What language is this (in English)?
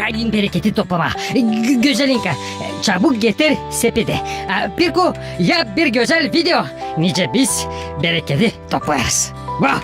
Gagauz